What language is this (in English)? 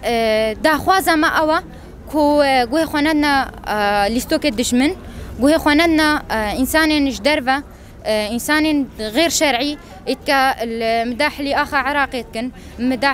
Kurdish